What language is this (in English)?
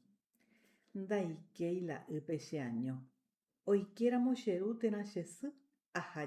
Guarani